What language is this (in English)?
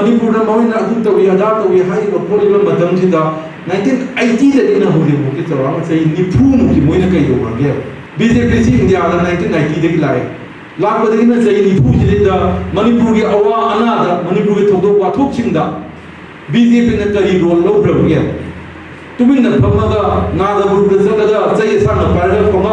Manipuri